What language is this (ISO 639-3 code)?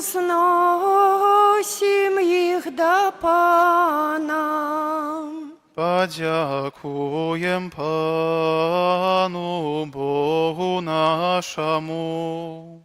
bel